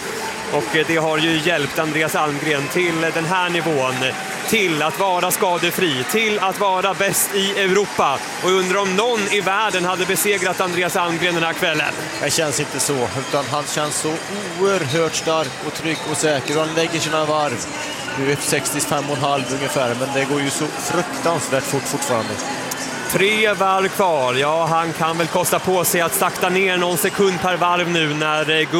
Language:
Swedish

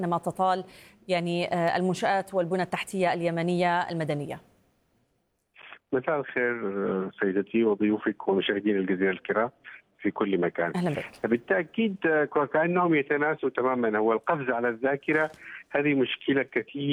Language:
Arabic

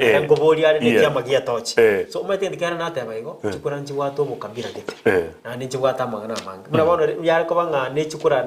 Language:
Gusii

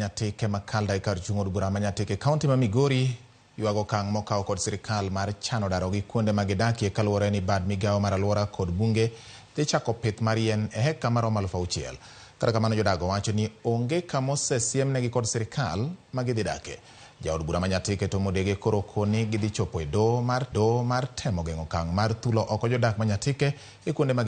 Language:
Luo (Kenya and Tanzania)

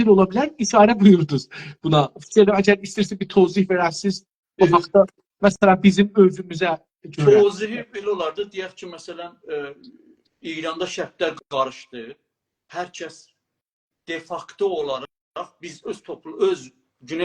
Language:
South Azerbaijani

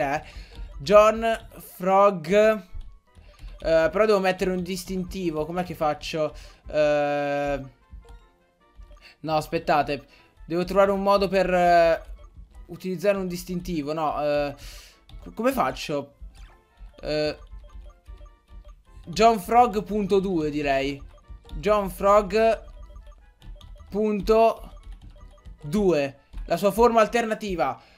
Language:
Italian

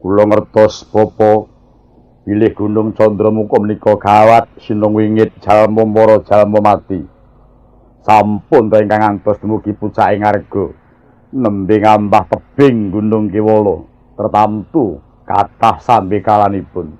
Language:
Javanese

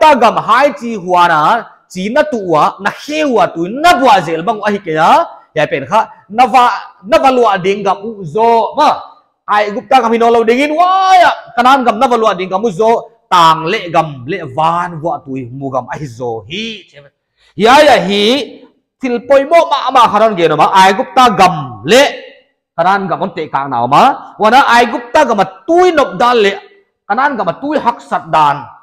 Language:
Paite Chin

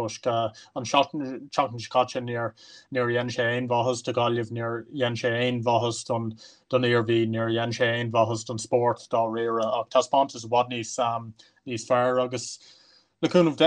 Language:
Irish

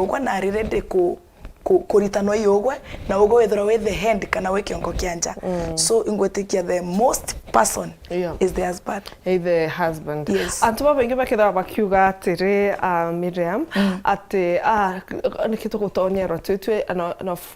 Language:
Meru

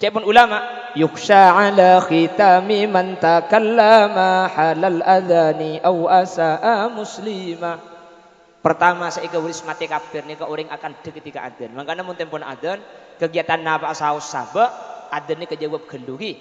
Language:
Madurese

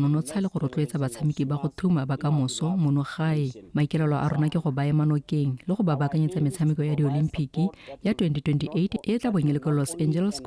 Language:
Tswana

